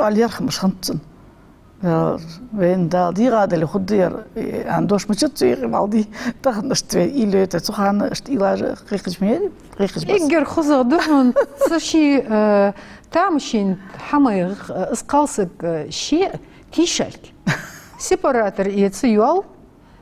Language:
Ingush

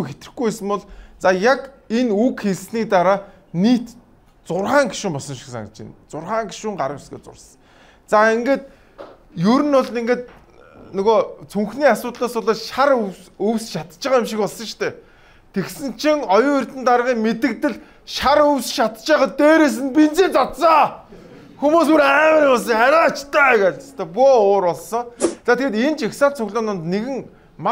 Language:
Mongolian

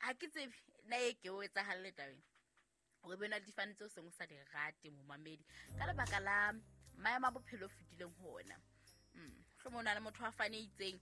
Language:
Southern Sotho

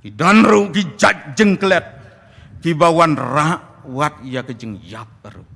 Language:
Khasi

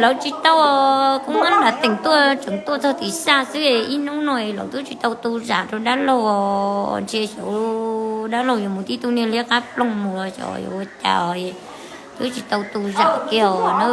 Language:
Hmong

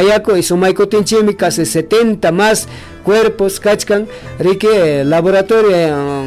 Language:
Ayacucho Quechua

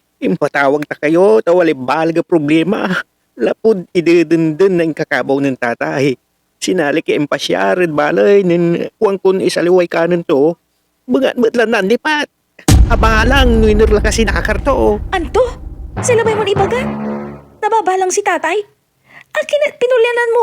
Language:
Pangasinan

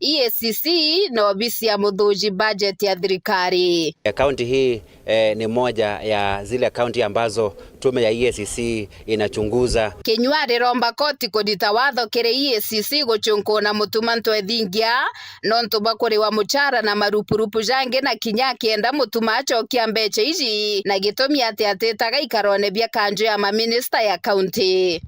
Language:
Meru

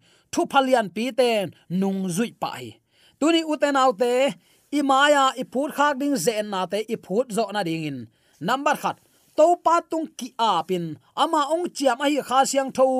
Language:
Tedim Chin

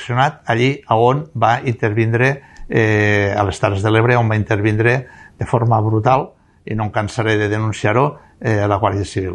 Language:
Catalan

